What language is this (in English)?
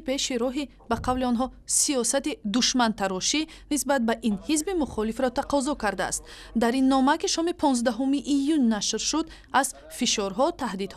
Tajik